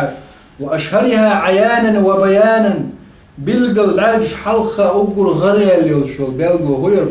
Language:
Chechen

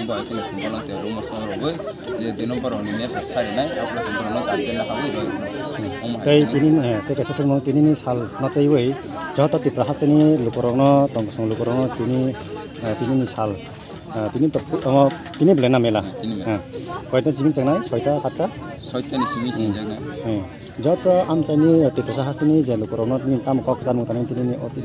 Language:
Kok Borok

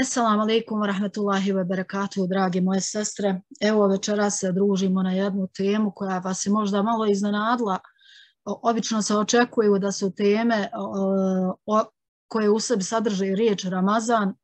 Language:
Bosnian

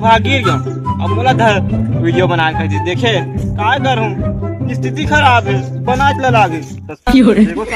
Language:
Chhattisgarhi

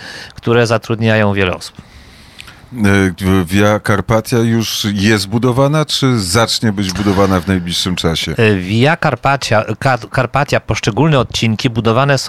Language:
Polish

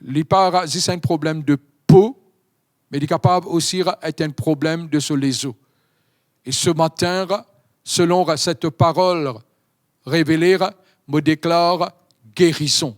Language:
Morisyen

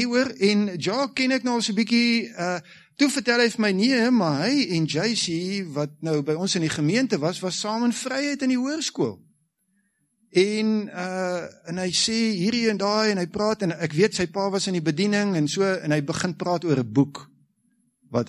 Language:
Afrikaans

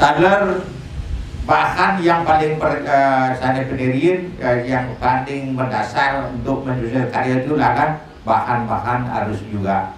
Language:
Balinese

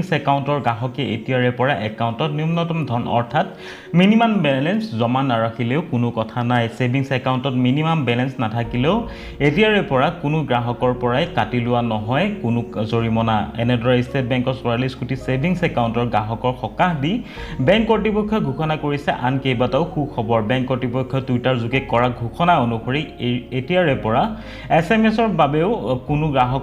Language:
Assamese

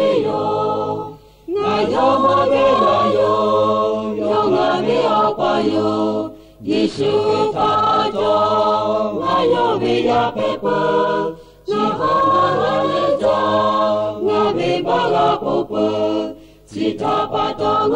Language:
Lahu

